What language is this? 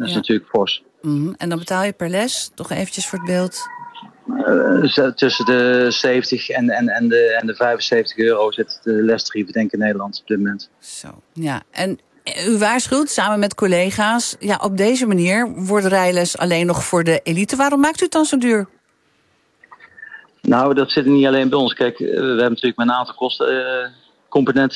Dutch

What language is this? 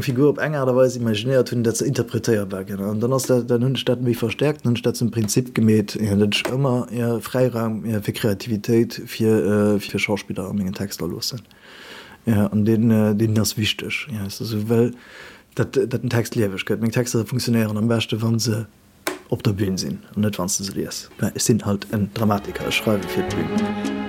Luxembourgish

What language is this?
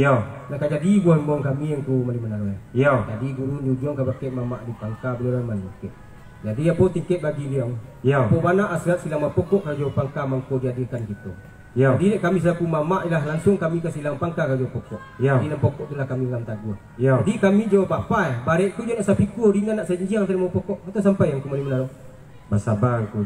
Minangkabau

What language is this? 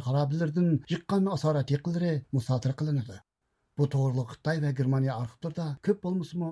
Uyghur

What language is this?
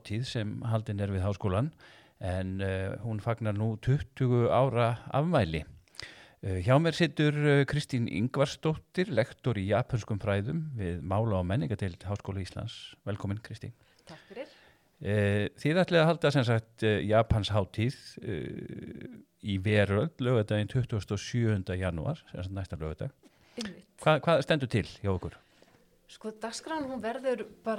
Icelandic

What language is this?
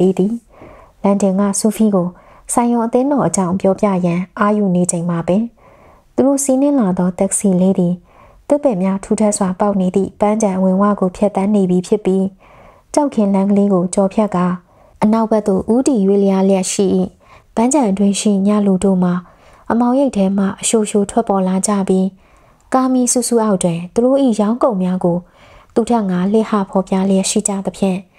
Burmese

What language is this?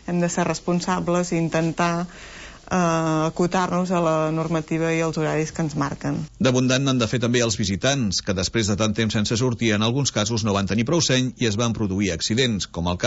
Catalan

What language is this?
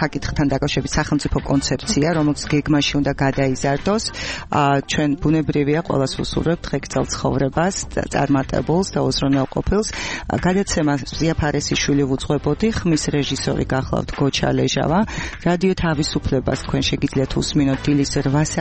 Georgian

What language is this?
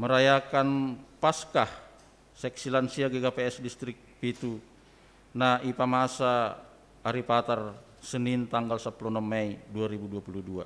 Batak Simalungun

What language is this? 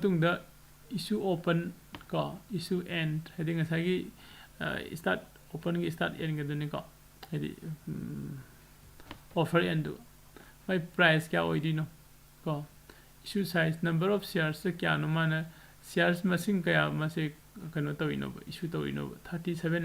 Manipuri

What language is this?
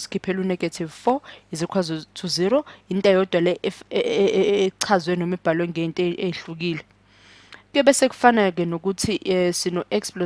Zulu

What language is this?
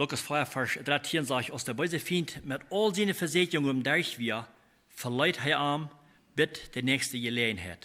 Plautdietsch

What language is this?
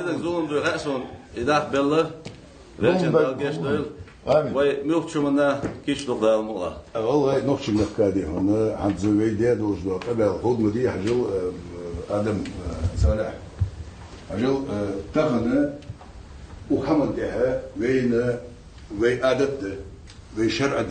Ingush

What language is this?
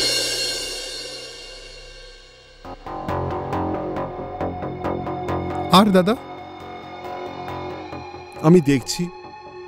Bangla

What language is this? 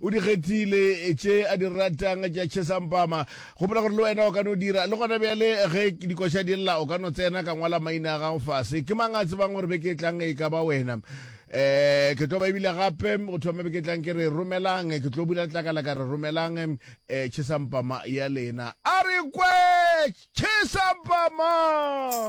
Northern Sotho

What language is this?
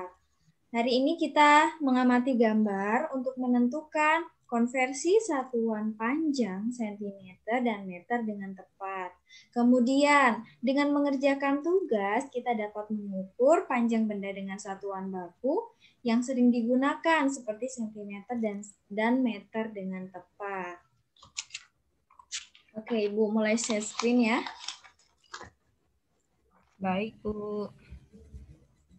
Indonesian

